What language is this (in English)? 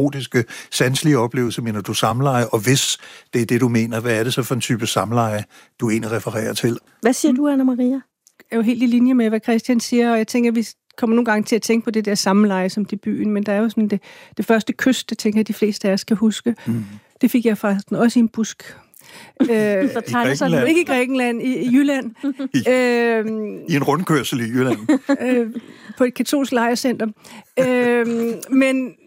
Danish